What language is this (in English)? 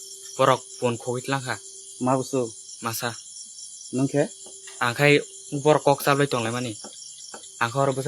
Kok Borok